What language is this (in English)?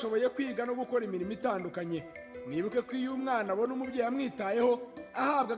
Kinyarwanda